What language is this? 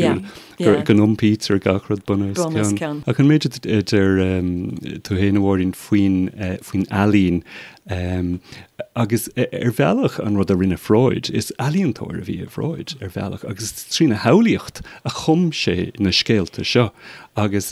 Irish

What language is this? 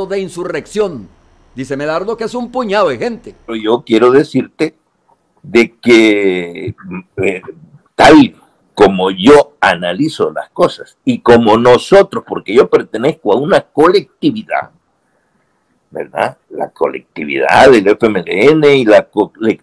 Spanish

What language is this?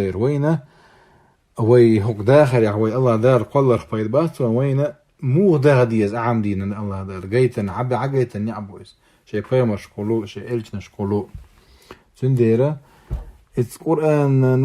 Chechen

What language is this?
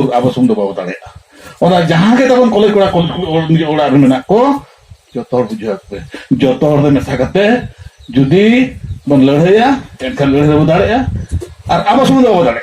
Santali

